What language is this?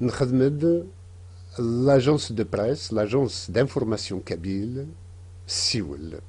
Kabyle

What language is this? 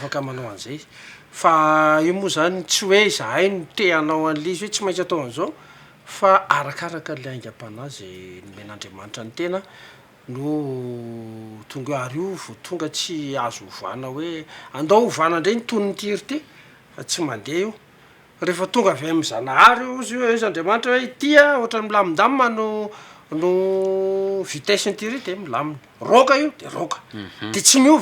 Malagasy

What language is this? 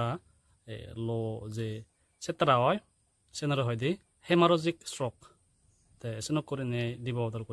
Chakma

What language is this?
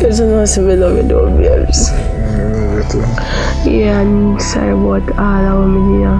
Jamaican Creole English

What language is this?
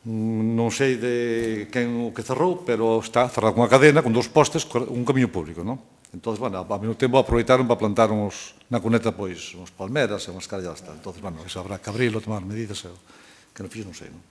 Galician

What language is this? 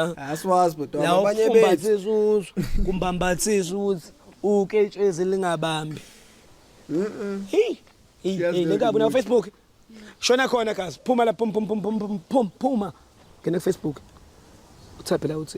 Zulu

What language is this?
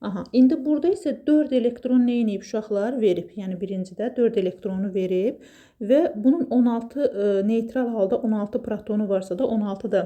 Azerbaijani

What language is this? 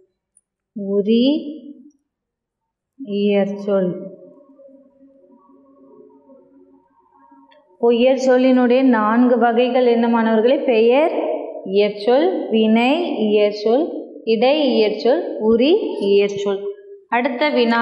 Tamil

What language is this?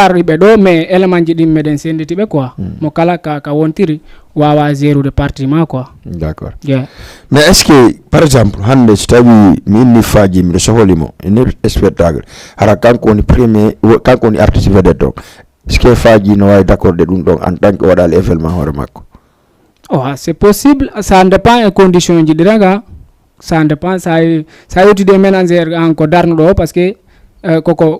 Fula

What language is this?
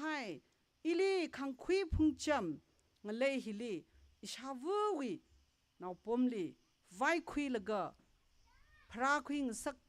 Tangkhul Naga (India)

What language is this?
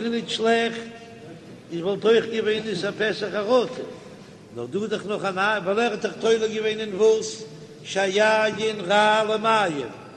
Yiddish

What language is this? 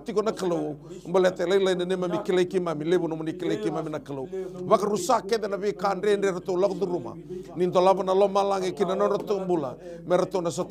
Fijian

